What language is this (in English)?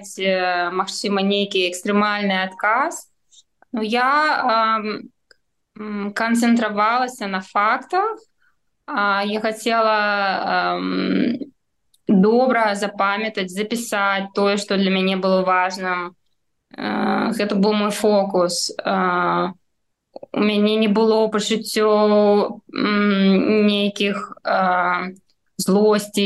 Belarusian